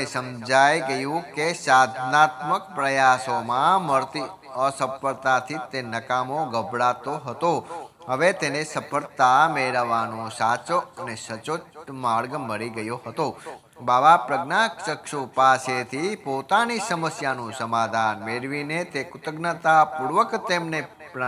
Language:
Gujarati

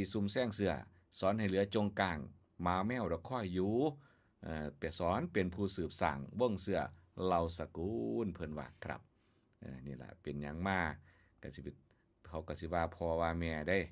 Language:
Northeastern Thai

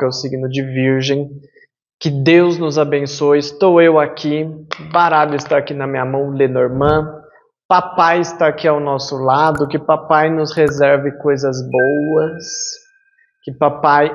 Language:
Portuguese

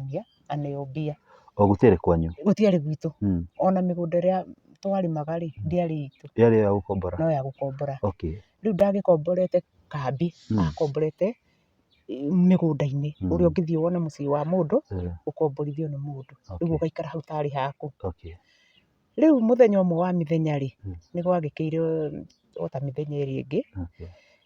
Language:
Kikuyu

